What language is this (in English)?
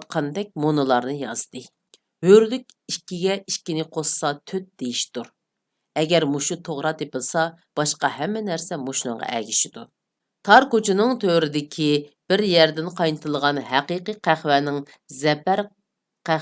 Uyghur